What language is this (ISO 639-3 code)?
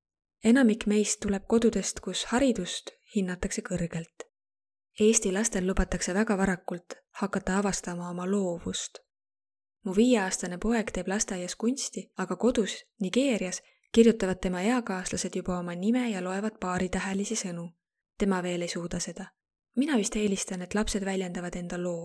est